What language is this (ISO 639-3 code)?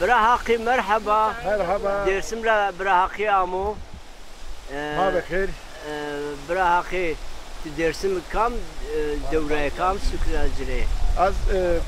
zza